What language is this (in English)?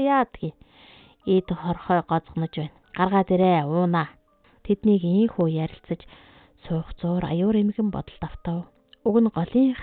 Mongolian